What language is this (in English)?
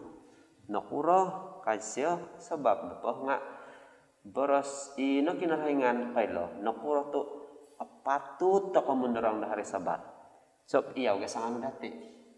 Central Dusun